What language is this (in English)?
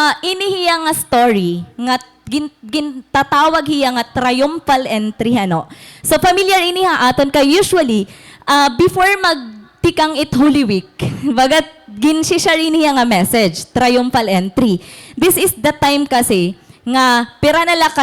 Waray